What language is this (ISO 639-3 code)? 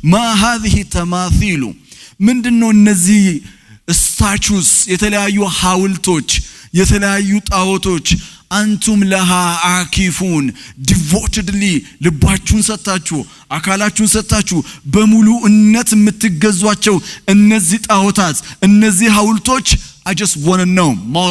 amh